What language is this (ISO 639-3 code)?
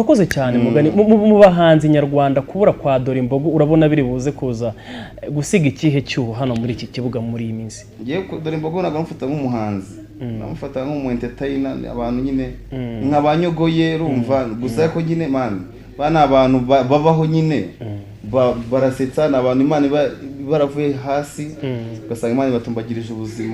kin